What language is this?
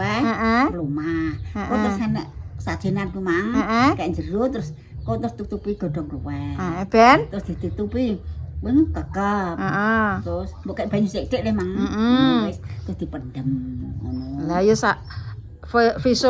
Javanese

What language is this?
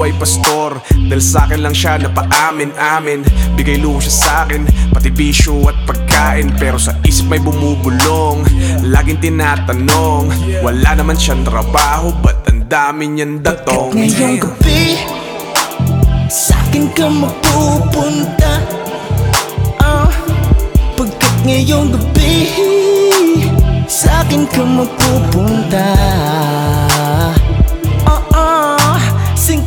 Filipino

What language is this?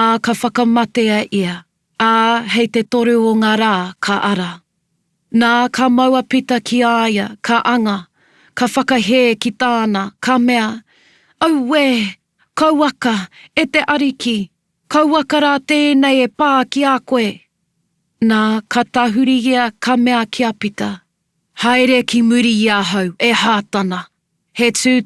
Māori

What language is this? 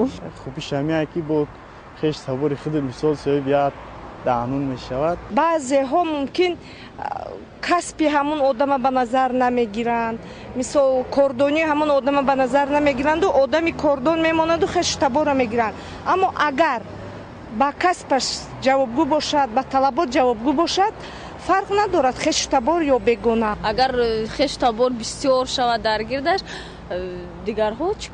Tajik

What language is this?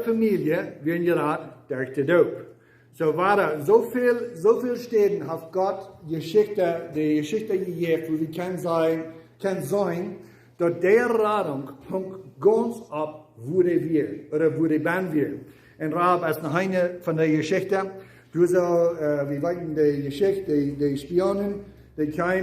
Plautdietsch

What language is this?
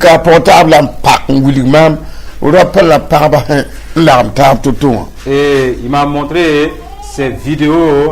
Mossi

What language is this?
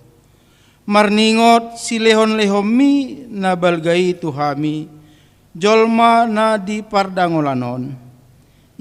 Batak Toba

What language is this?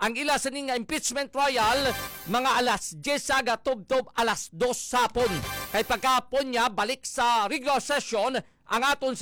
Hiligaynon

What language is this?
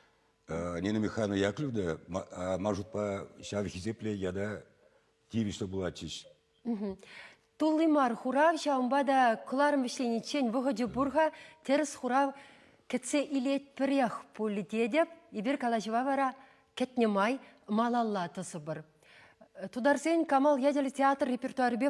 Chuvash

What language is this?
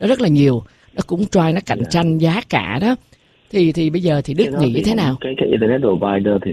Vietnamese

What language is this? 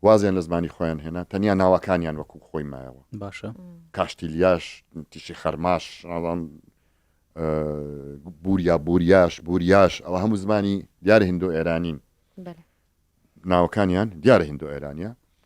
Central Kurdish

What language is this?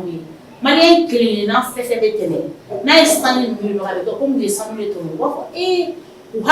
Bambara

